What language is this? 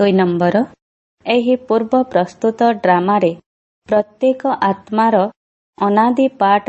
Odia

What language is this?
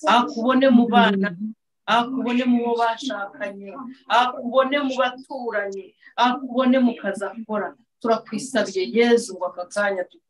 Kinyarwanda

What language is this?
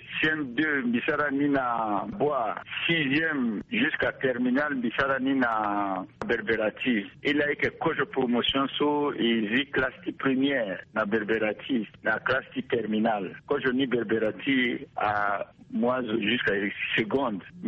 Sango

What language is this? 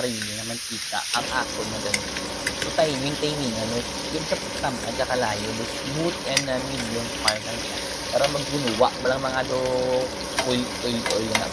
Hiligaynon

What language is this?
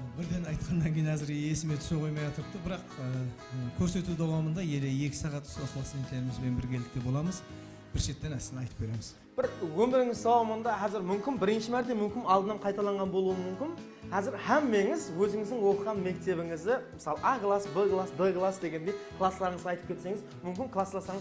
Kara-Kalpak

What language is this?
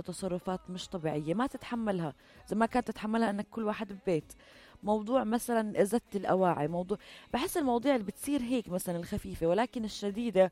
North Levantine Arabic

